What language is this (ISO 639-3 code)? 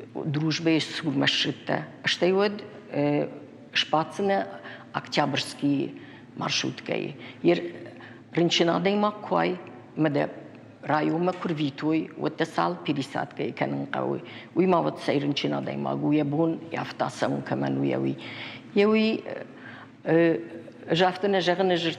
oss